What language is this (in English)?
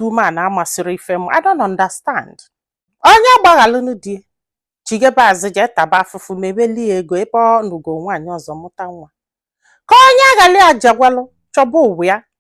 Igbo